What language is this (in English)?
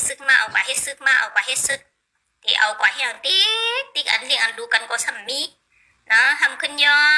Shan